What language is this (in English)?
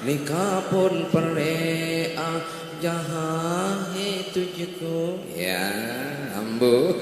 Madurese